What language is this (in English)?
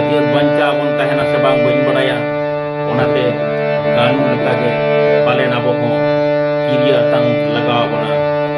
Santali